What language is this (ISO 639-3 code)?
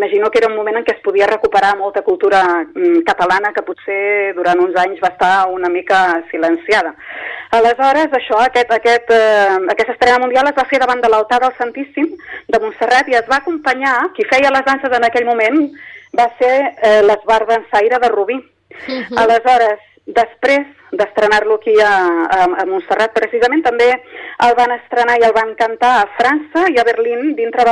cat